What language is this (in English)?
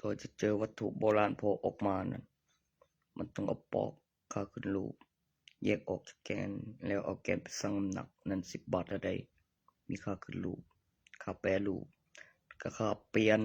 Northeastern Thai